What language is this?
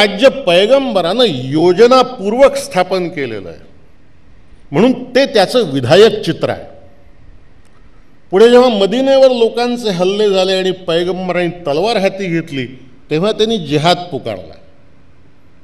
Marathi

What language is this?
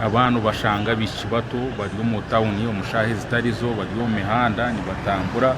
Nyankole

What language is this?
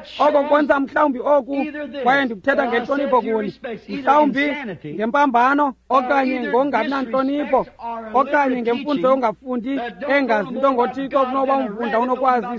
Xhosa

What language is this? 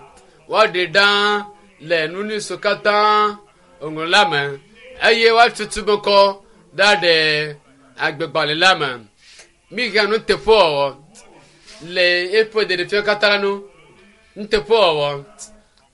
Ewe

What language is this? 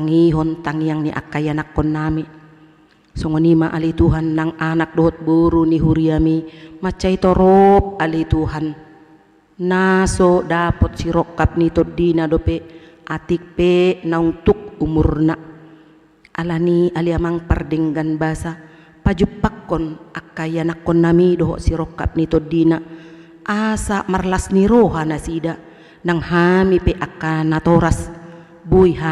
Batak Toba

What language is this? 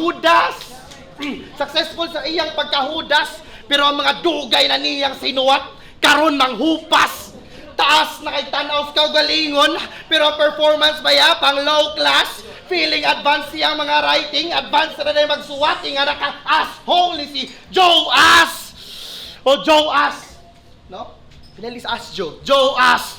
Cebuano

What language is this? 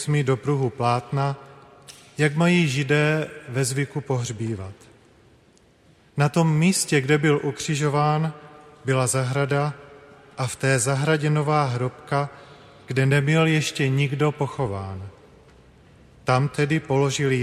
Czech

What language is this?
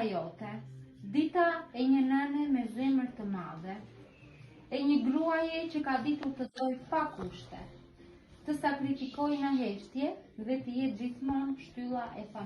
Albanian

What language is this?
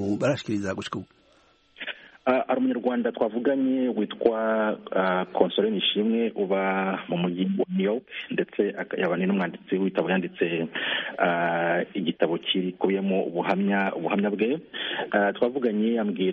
Kinyarwanda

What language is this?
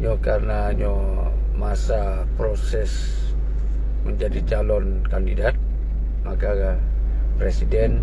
Achinese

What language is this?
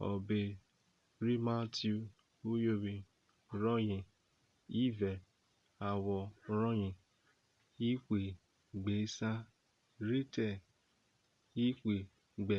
Urhobo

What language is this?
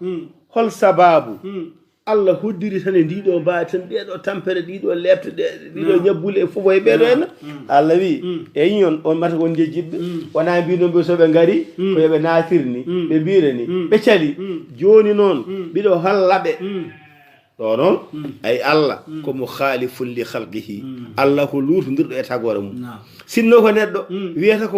Fula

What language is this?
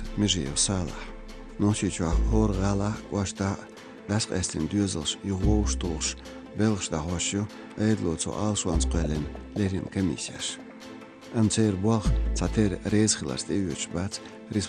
Chechen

